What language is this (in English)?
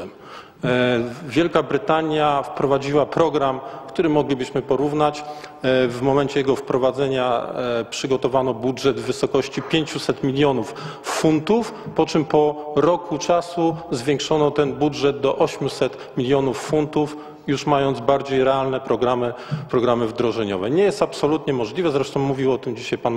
Polish